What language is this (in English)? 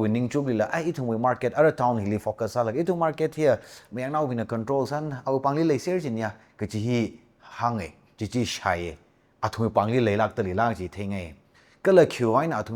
Tangkhul Naga (India)